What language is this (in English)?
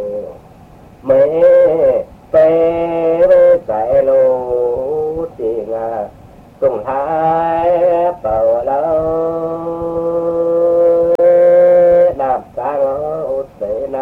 Vietnamese